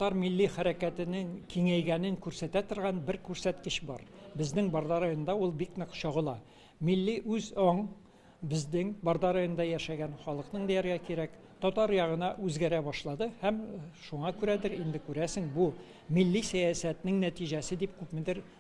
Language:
Tatar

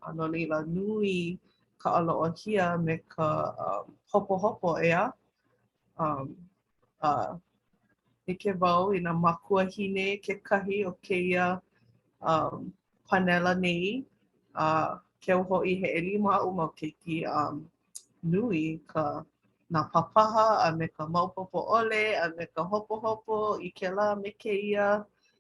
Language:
Hawaiian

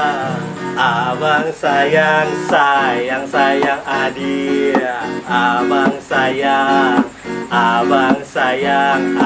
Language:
Minangkabau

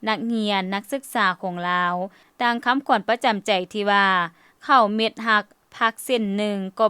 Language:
Lao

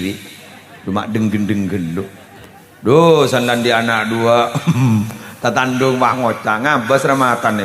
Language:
Madurese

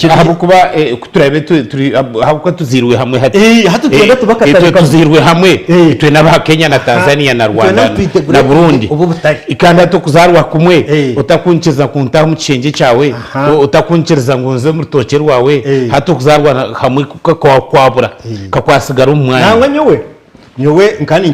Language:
Nyankole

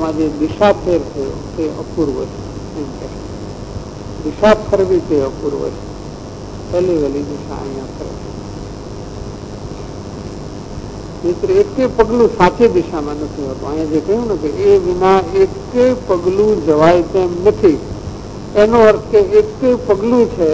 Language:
Gujarati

